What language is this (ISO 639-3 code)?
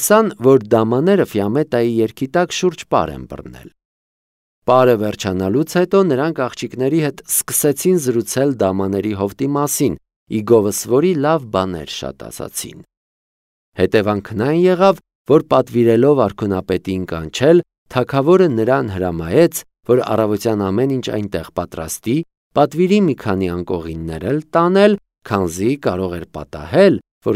hye